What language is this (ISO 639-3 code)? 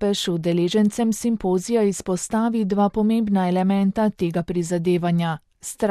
slv